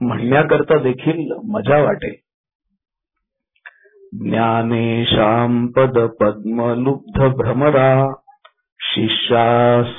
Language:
Marathi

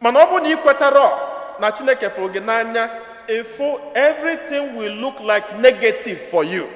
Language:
Igbo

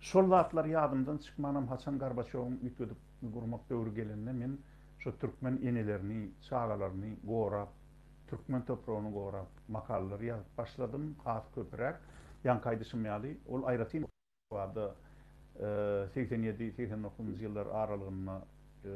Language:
Turkmen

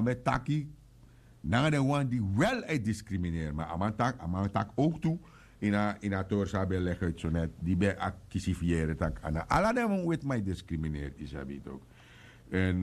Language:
Sranan Tongo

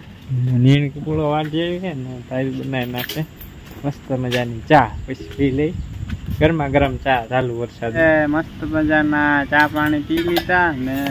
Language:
Gujarati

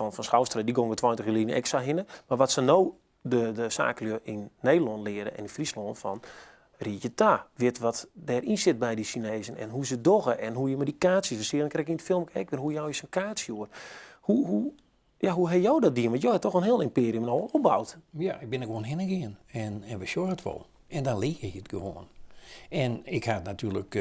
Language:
Western Frisian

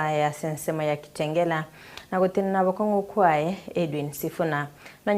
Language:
Gusii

